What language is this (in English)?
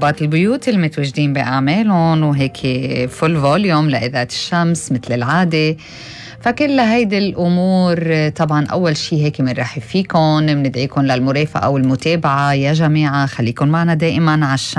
North Levantine Arabic